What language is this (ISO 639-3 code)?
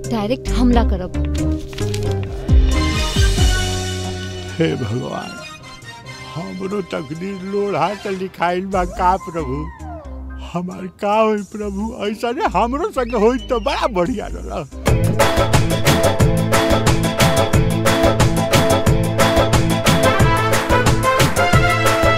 bho